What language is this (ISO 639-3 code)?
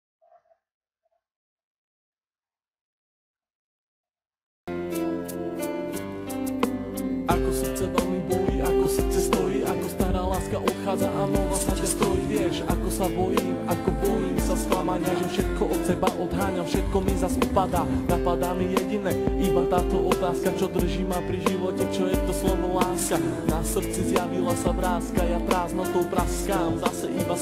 slk